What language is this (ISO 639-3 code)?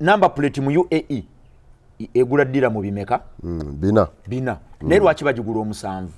lug